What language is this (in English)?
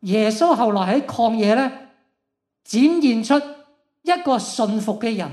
Cantonese